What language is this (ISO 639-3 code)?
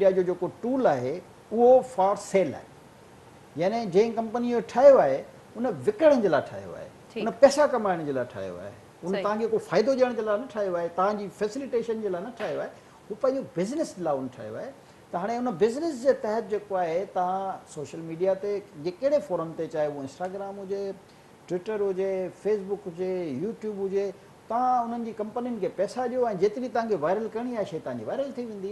snd